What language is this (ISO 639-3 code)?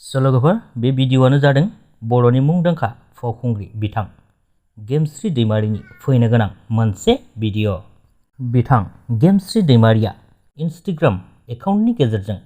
brx